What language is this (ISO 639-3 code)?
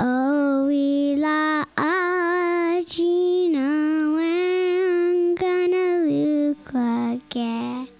moh